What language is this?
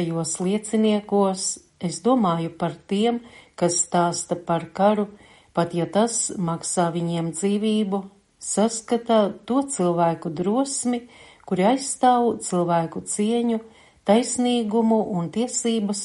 Latvian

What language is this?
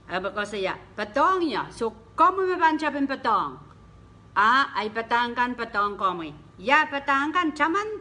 Pohnpeian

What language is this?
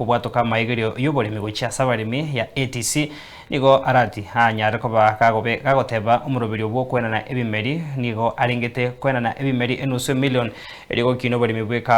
Gusii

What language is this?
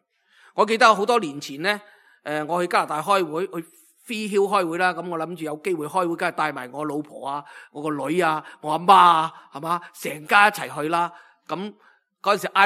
Cantonese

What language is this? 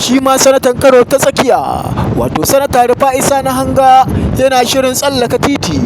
Hausa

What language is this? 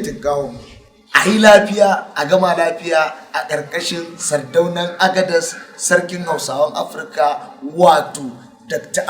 Hausa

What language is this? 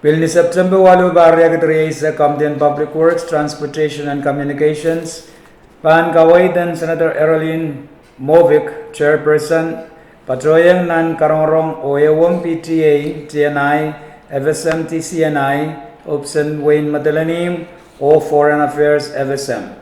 Pohnpeian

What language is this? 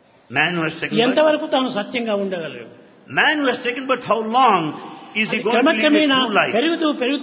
Telugu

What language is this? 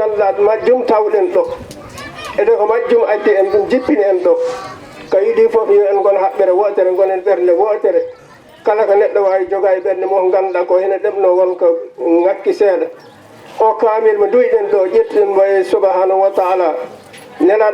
Fula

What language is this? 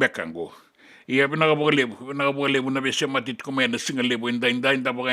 Fijian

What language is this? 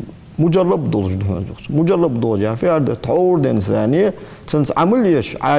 Ingush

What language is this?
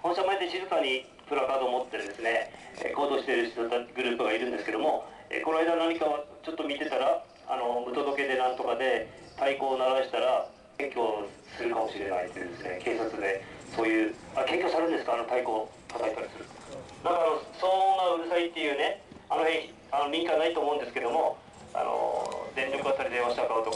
Japanese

